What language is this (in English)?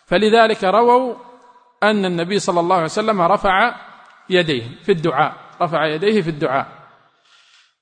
Arabic